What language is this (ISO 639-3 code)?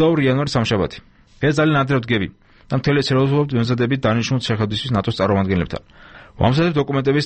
kat